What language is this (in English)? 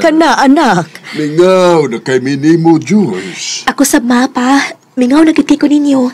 Cebuano